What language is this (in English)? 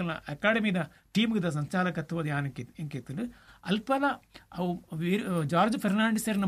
Tulu